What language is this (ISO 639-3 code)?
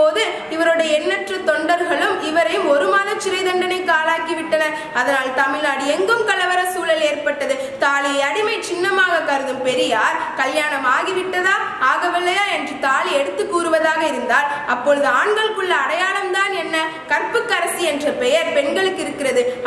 tam